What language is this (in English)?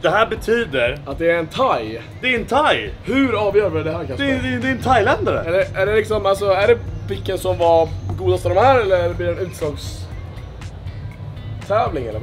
Swedish